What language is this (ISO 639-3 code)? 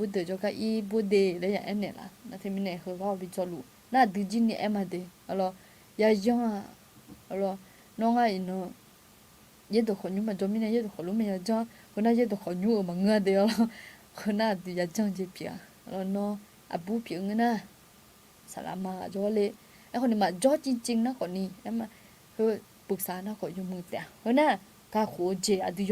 ahk